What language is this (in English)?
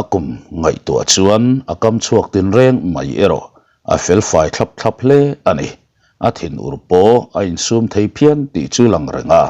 Mizo